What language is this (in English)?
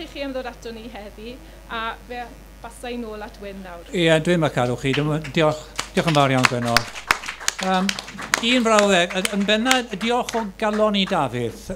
Welsh